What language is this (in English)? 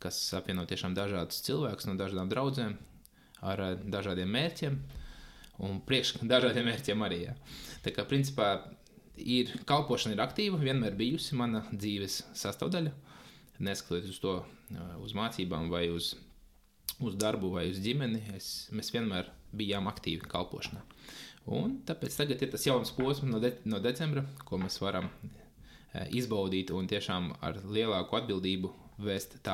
Latvian